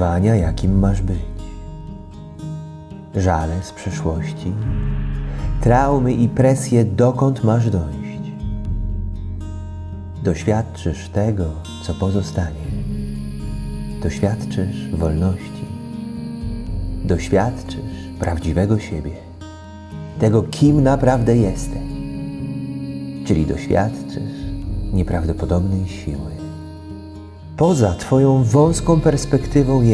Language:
Polish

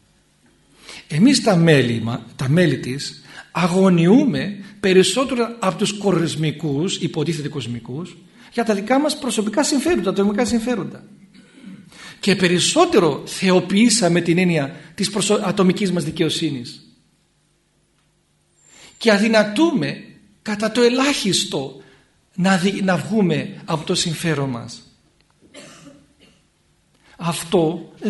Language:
Greek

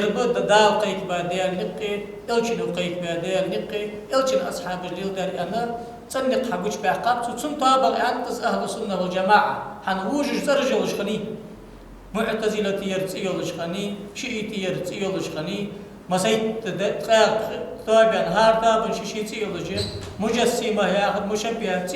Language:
Ingush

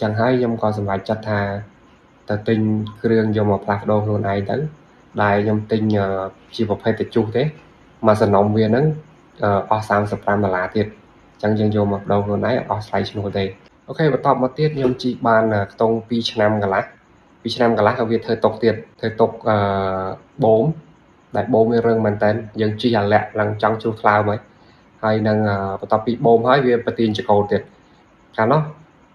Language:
Khmer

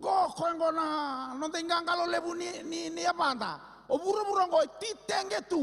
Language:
Fijian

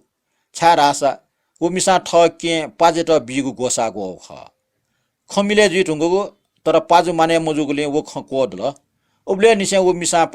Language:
Newari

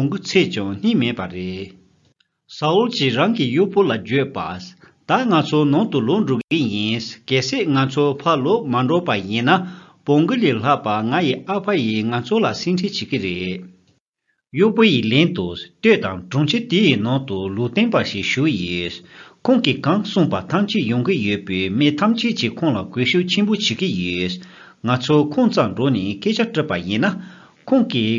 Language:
Tibetan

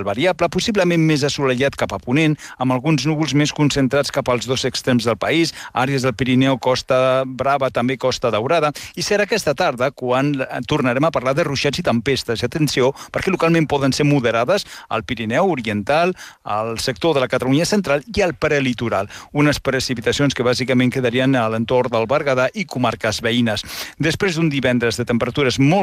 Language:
Catalan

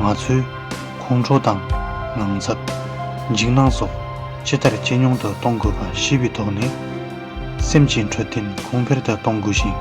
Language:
Tibetan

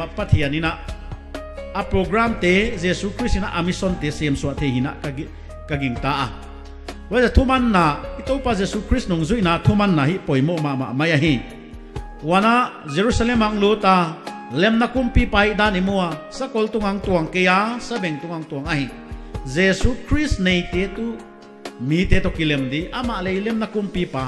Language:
Paite Chin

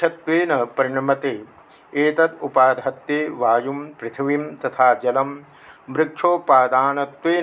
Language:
Sanskrit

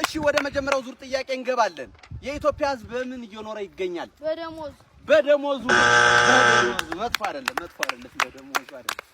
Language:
Amharic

